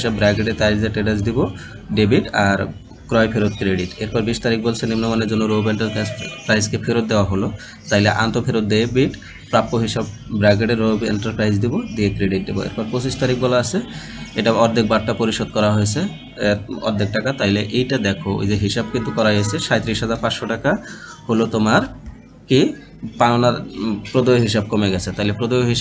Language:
Bangla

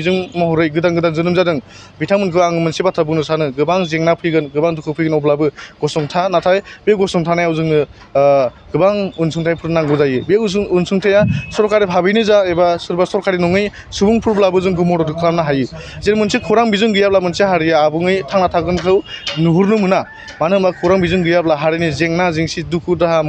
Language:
Bodo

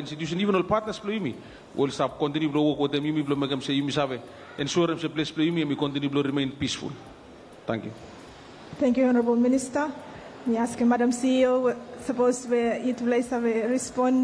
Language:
Bislama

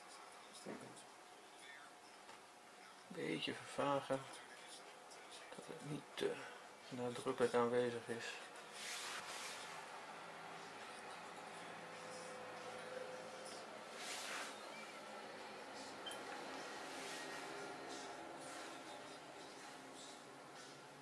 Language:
Dutch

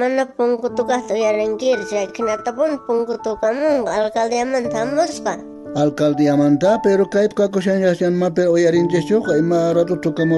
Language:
South Bolivian Quechua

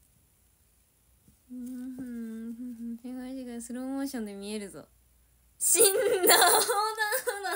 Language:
Japanese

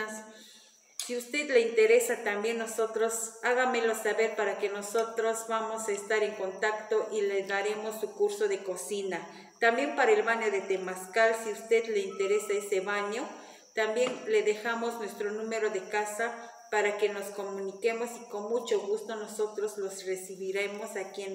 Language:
Spanish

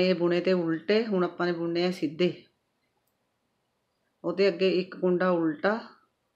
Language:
Punjabi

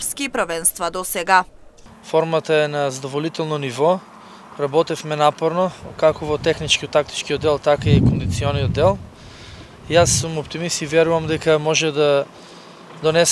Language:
Macedonian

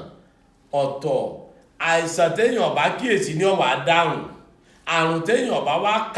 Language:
Yoruba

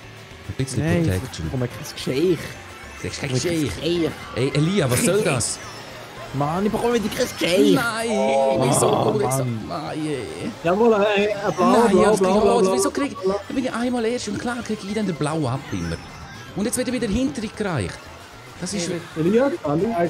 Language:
Swiss German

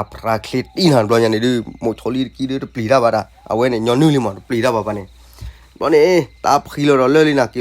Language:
S'gaw Karen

